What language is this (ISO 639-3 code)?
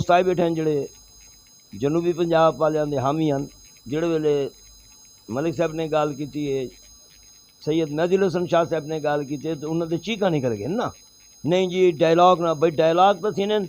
skr